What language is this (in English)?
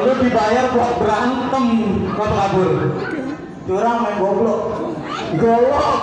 Betawi